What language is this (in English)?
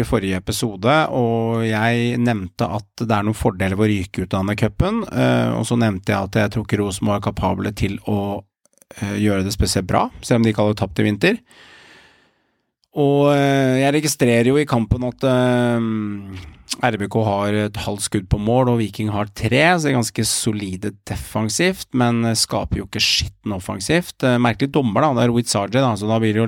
Norwegian